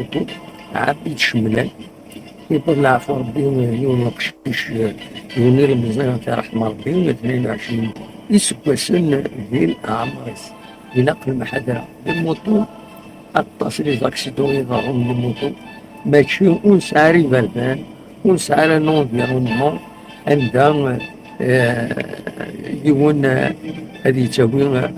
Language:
Kabyle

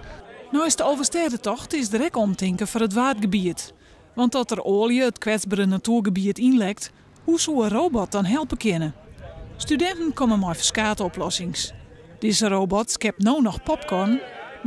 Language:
Western Frisian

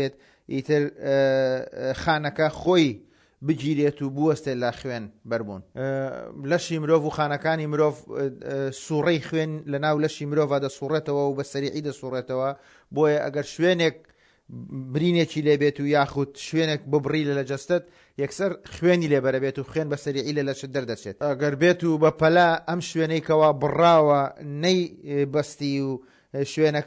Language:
Central Kurdish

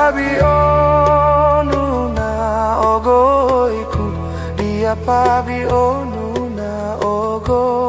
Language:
Mongondow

